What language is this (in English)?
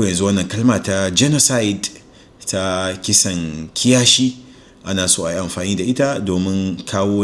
Hausa